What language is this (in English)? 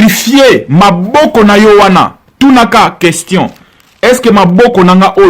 Lingala